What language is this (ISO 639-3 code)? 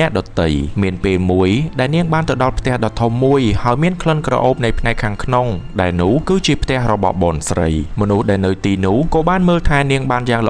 khm